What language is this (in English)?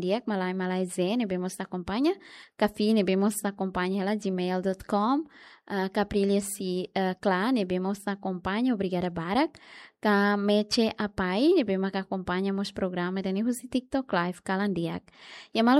Tetum